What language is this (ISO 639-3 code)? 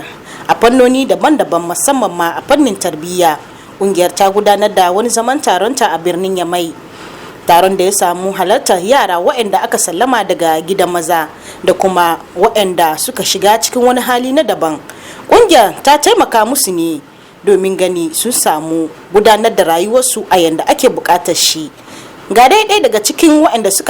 hau